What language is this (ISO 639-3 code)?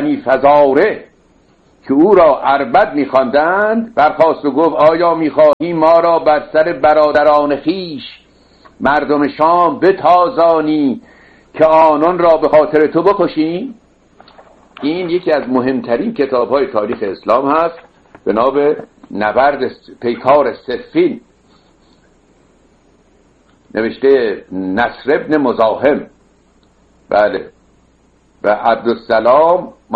fas